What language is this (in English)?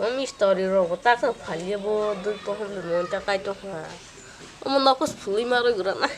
Kok Borok